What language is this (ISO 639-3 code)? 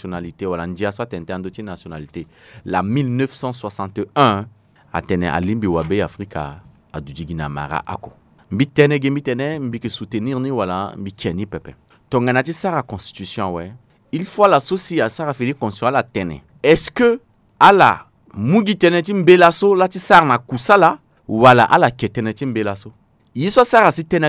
sag